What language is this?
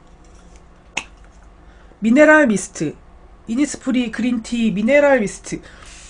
Korean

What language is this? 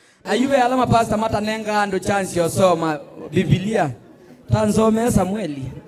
Kamba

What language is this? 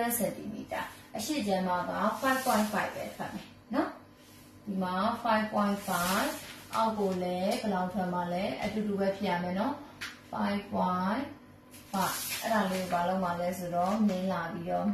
Burmese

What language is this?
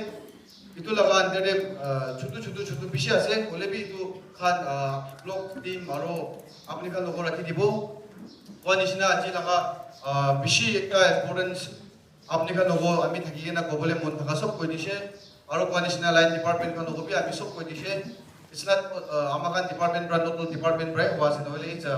Naga Pidgin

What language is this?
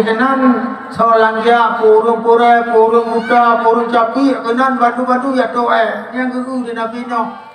Achinese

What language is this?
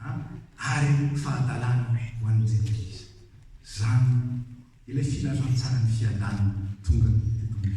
Malagasy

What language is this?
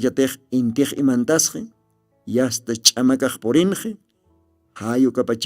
Aymara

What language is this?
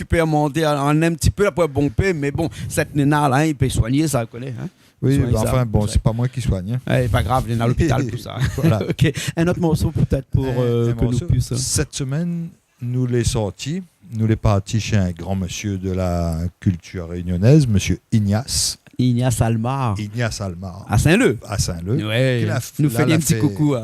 Réunion Creole French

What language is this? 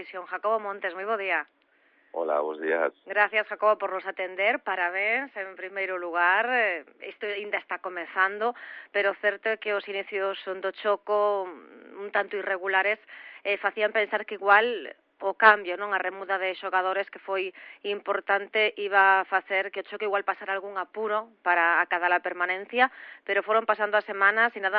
Galician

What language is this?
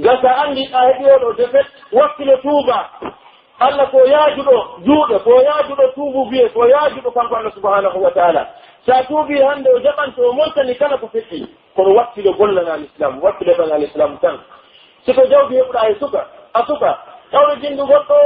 Pular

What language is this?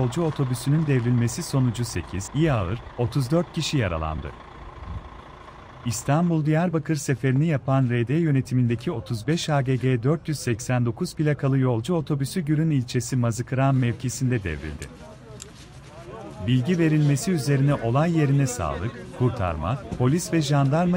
Turkish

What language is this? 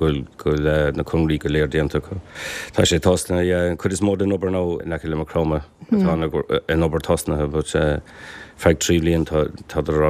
Irish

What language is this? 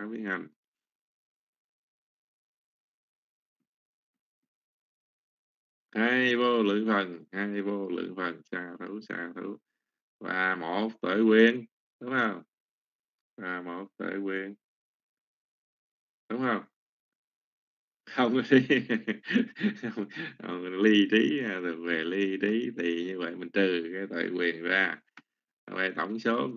Vietnamese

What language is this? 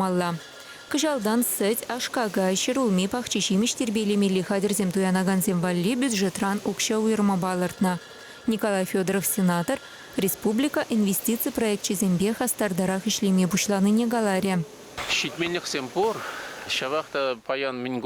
Chuvash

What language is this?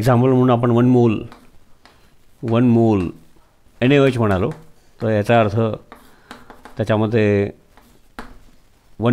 Marathi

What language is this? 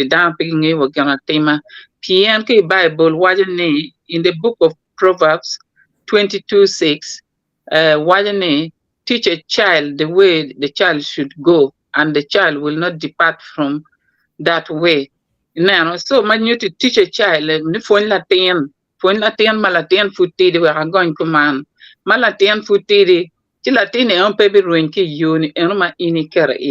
Acoli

